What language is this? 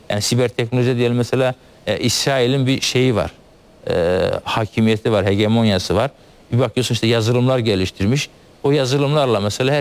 Turkish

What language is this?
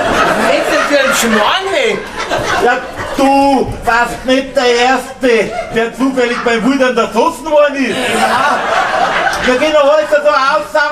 Bavarian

